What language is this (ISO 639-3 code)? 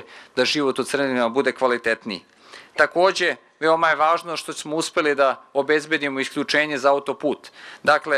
srp